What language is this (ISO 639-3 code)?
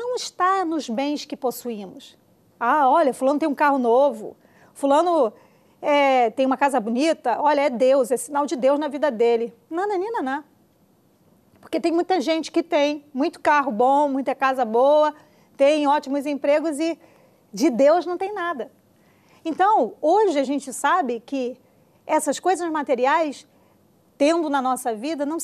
por